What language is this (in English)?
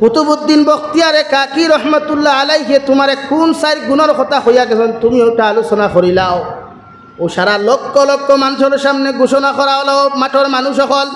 Sylheti